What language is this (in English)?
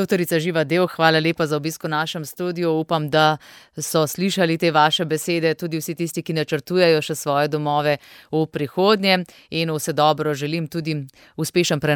Slovenian